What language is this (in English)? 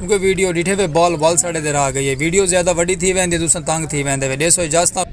Saraiki